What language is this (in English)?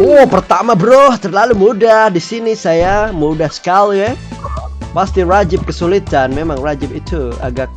Banjar